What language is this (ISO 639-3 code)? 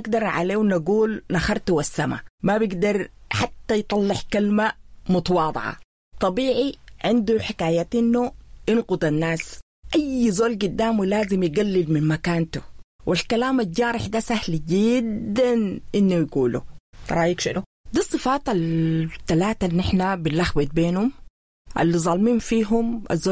apd